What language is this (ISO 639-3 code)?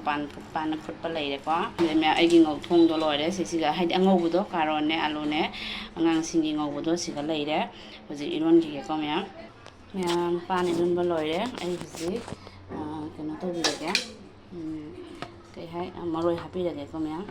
mni